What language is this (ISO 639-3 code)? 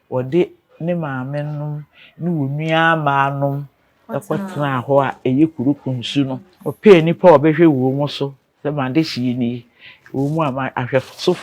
aka